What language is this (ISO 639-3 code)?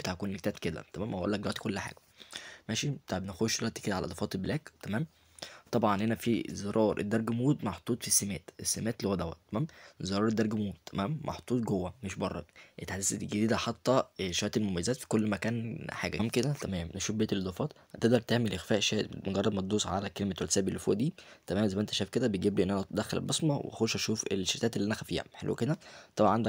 arz